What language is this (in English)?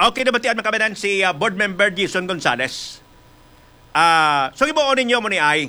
Hiligaynon